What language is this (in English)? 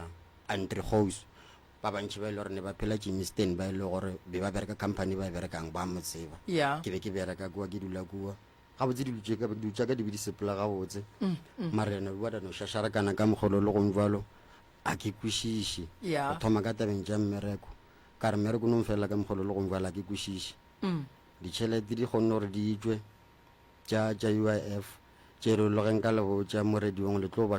Northern Sotho